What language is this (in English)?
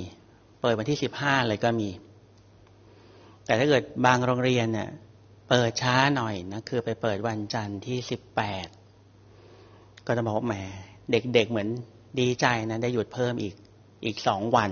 Thai